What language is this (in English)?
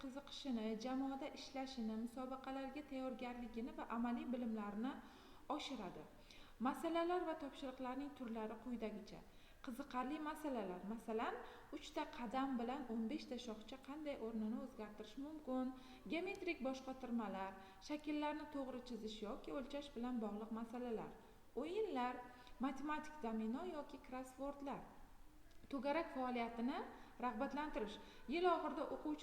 Uzbek